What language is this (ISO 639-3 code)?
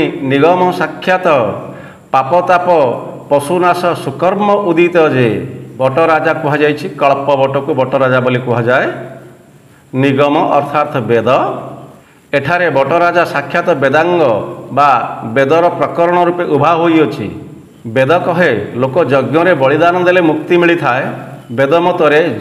ori